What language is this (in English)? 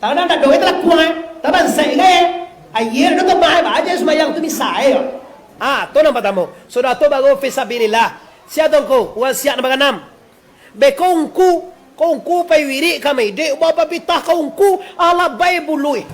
Minangkabau